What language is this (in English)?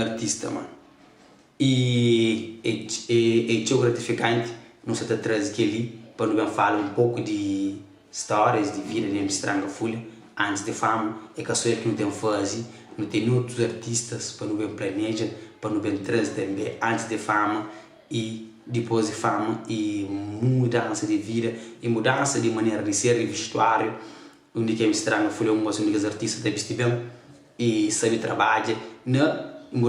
Kabuverdianu